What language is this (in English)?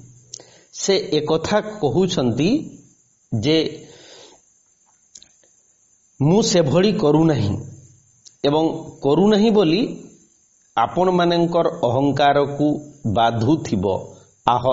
Odia